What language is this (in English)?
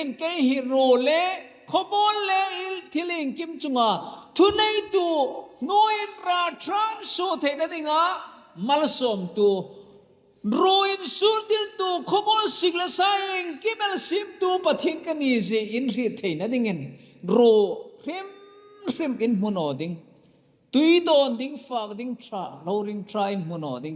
Hmar